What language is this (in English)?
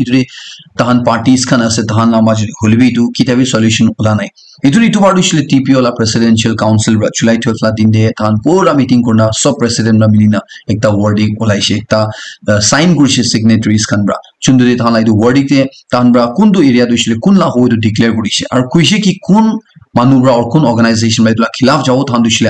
Naga Pidgin